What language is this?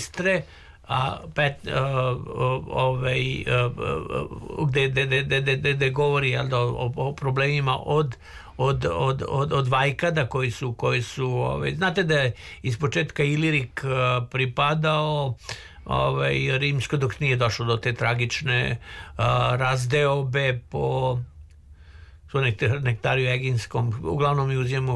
Serbian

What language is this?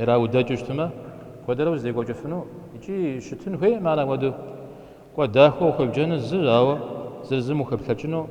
Kabardian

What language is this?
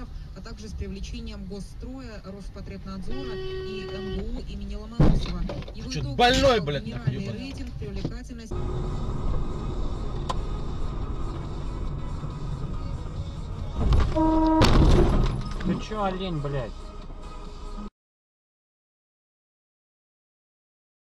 Russian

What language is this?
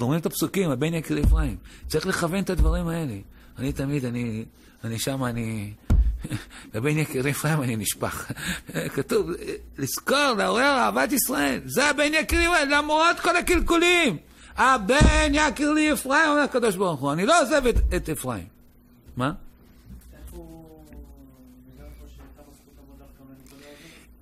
Hebrew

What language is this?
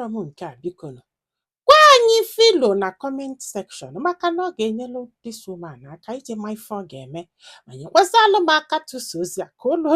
Igbo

